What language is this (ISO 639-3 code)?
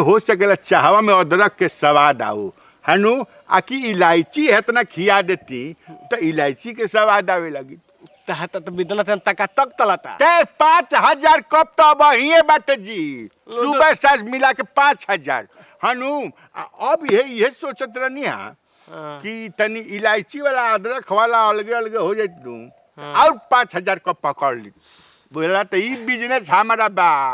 bho